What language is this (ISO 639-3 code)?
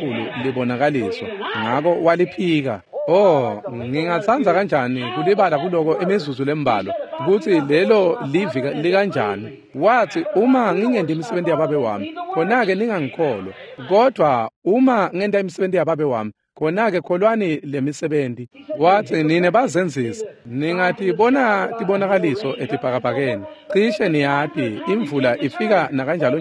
ssw